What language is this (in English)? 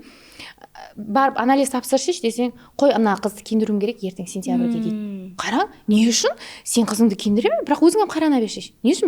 Kara-Kalpak